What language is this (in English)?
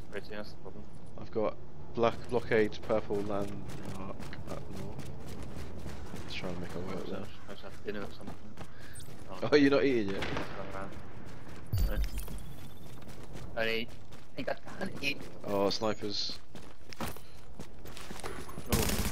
English